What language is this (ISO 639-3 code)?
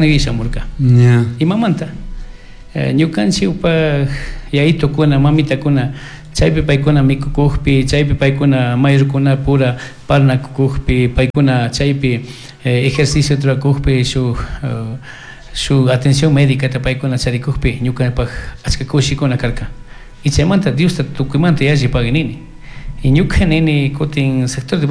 qug